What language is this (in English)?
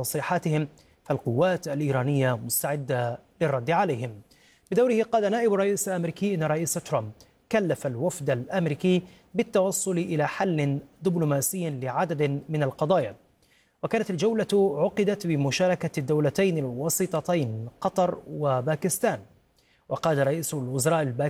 Arabic